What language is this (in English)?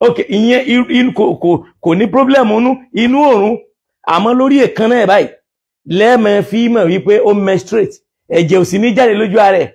Yoruba